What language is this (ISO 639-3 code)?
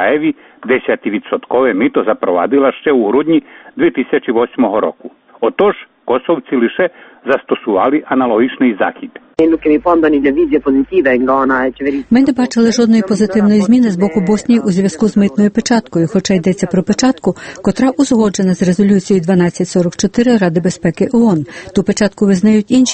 ukr